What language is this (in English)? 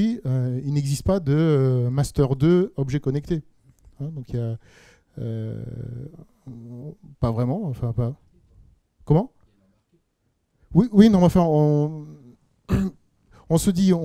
French